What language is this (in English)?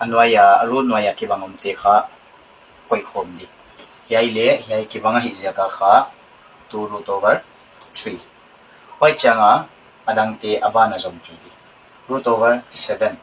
Paite Chin